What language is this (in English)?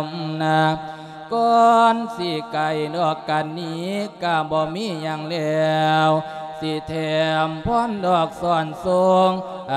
Lao